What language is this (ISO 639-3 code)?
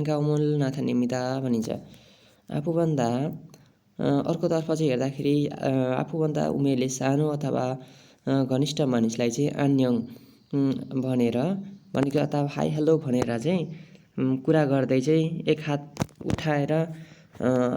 nep